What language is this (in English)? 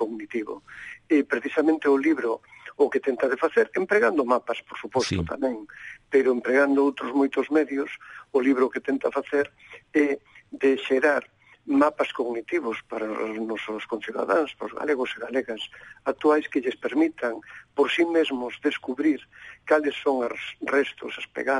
Galician